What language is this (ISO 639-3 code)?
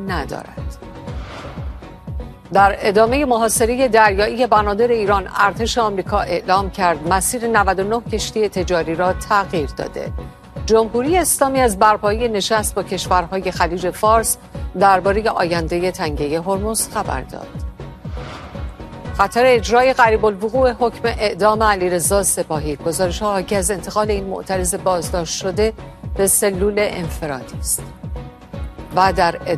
fas